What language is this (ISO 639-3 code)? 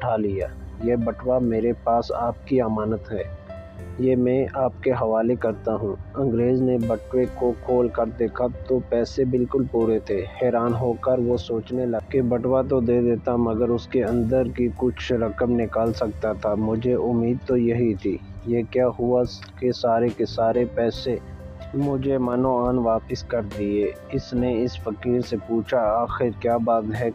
urd